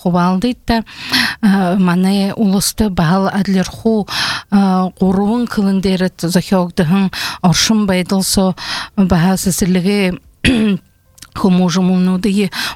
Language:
Buriat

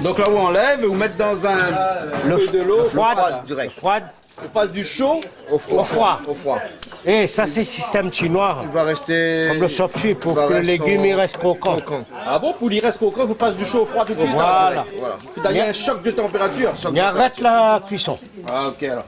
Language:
Réunion Creole French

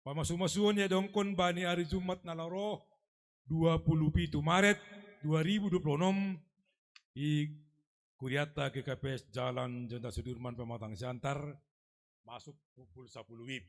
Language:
Batak Simalungun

